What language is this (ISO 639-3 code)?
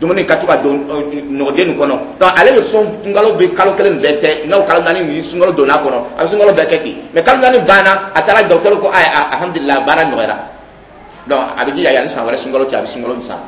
dyu